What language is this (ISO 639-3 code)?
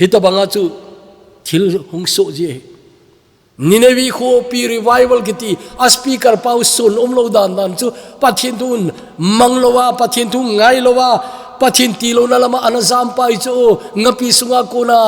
tcz